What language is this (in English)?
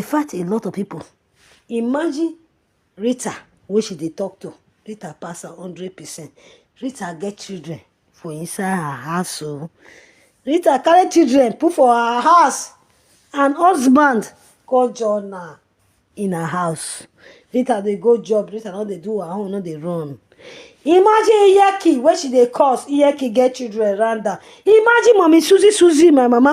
Nigerian Pidgin